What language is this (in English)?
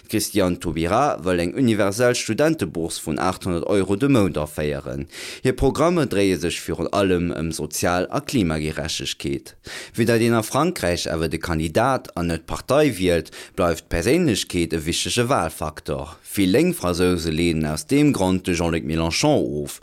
Luxembourgish